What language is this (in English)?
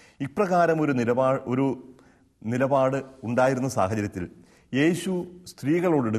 Malayalam